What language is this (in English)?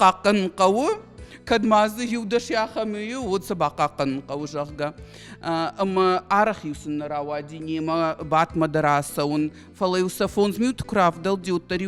Ossetic